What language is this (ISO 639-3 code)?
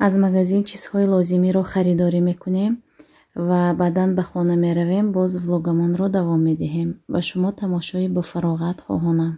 tgk